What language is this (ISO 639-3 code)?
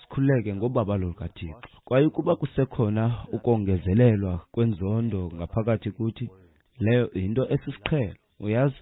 xho